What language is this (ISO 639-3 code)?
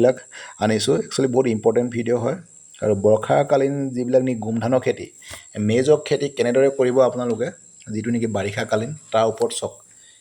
asm